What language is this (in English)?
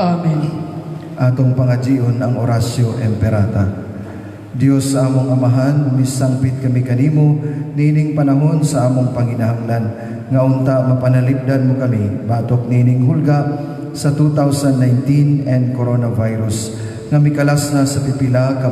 Cebuano